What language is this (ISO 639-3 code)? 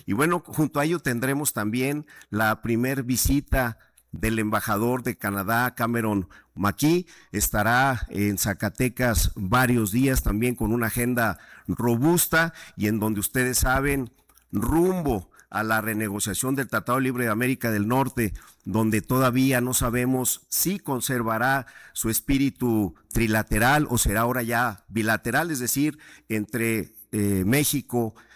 spa